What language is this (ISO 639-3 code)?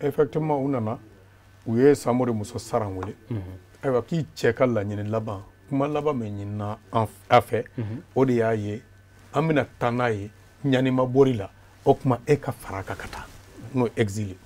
bam